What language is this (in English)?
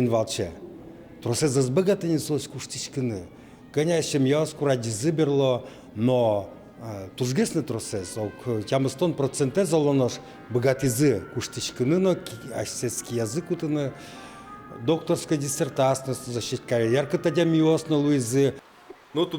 Udmurt